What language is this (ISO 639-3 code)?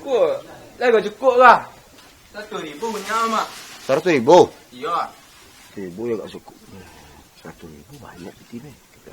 min